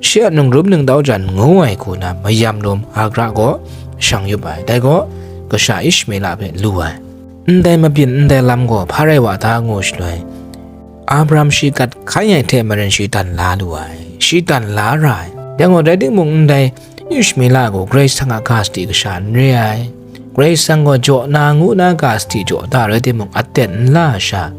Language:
Kachin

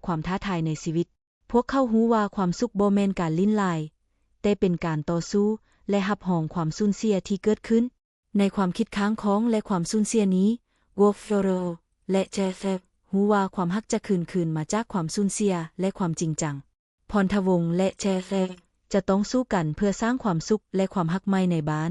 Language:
Lao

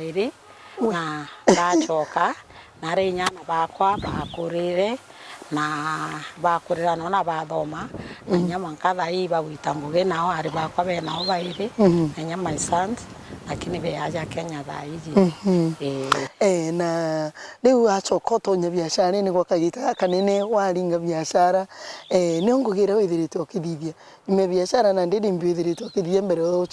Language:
Meru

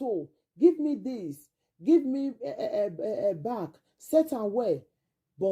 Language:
Nigerian Pidgin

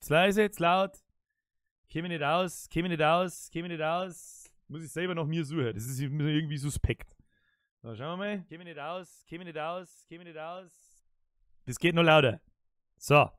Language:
Bavarian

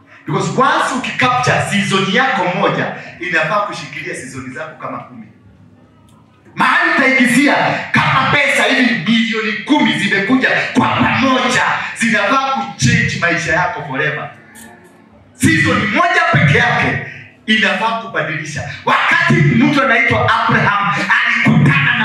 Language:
Swahili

